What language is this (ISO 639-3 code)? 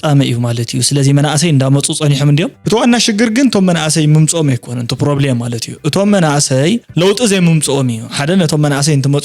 tir